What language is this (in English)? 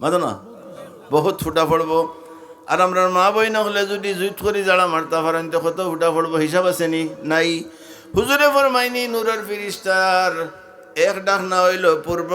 Sylheti